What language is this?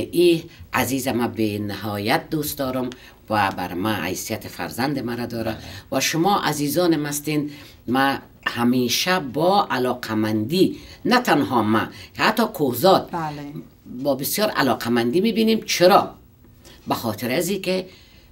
Persian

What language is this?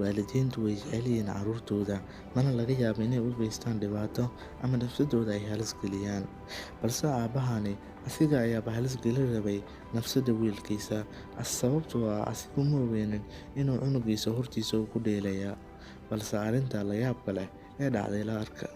Somali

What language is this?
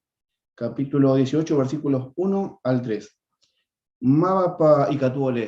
Guarani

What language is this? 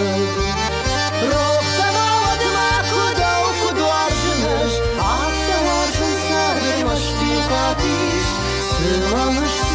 Ossetic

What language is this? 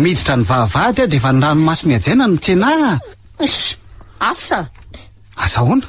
Malagasy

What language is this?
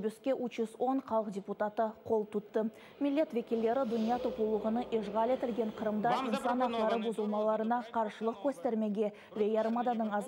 Crimean Tatar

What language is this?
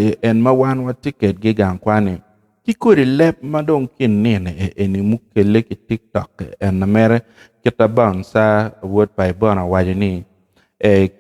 Acoli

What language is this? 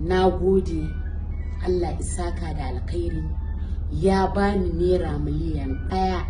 Hausa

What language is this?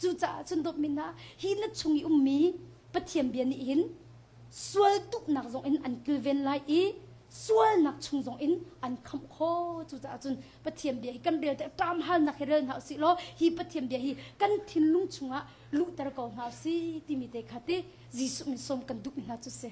Hakha Chin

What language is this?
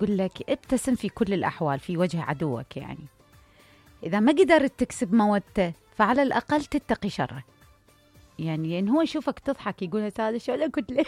Mesopotamian Arabic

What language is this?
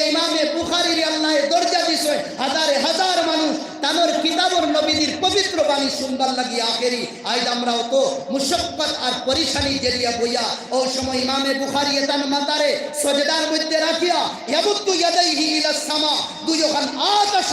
Sylheti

